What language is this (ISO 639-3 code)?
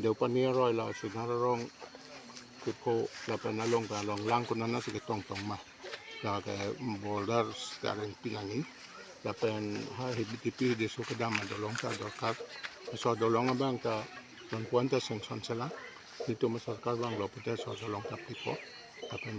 mjw